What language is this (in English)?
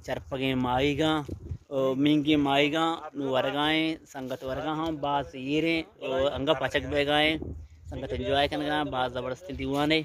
Baluchi